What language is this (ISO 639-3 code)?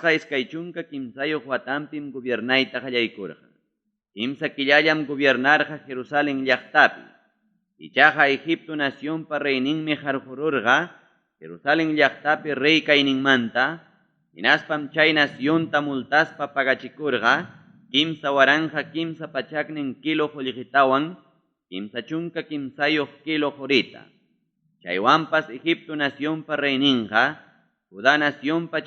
quy